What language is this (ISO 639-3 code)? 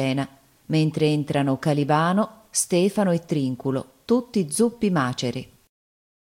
ita